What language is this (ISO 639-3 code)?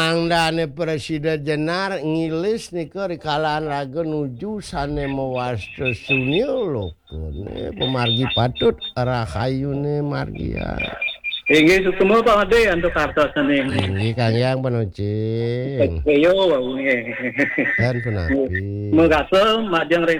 ban